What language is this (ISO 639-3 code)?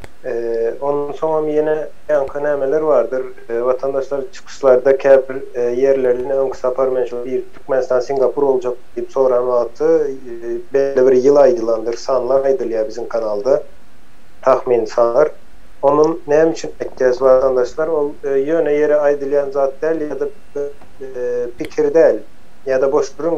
tuk